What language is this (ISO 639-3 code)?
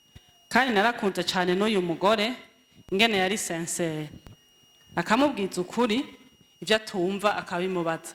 run